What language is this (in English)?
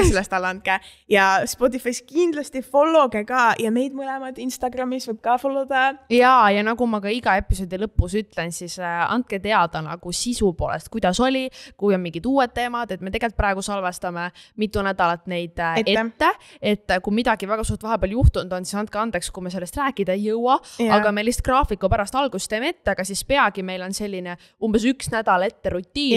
Estonian